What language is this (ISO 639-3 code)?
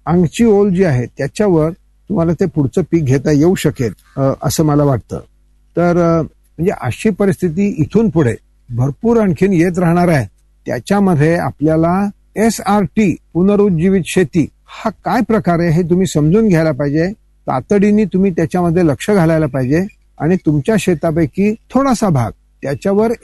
mar